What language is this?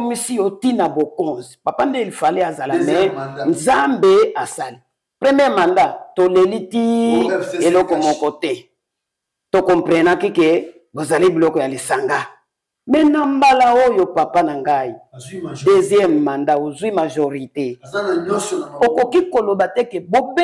Lingala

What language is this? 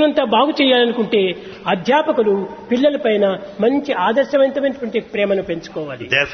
Telugu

